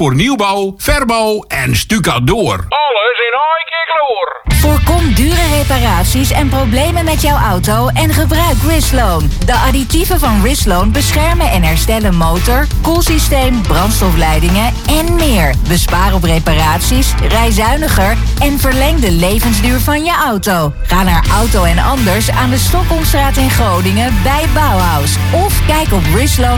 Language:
Dutch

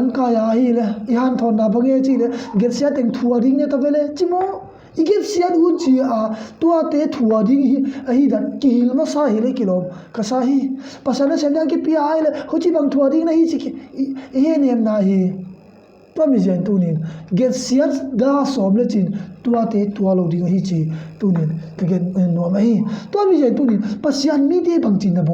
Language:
Tedim Chin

